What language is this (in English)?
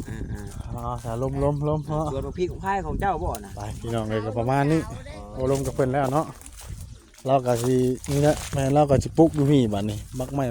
Northeastern Thai